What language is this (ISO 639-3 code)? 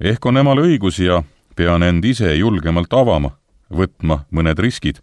est